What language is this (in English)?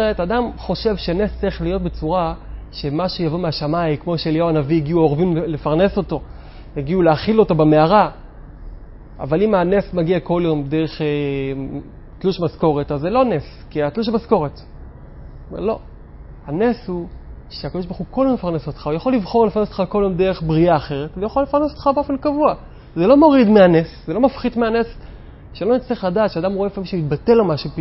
Hebrew